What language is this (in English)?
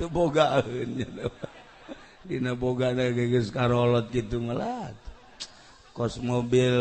Sundanese